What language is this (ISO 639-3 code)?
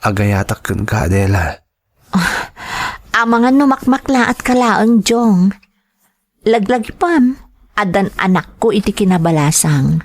ilo